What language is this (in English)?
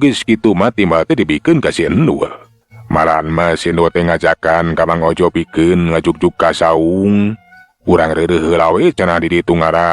Sundanese